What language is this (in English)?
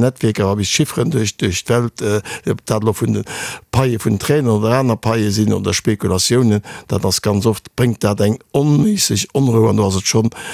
Luxembourgish